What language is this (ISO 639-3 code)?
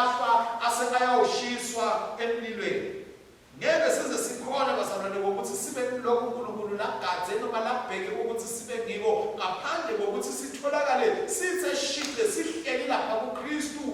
ssw